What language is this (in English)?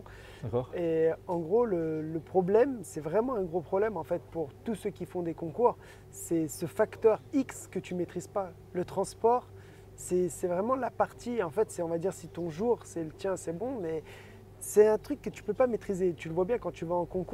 French